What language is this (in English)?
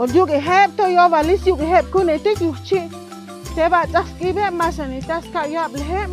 Chuj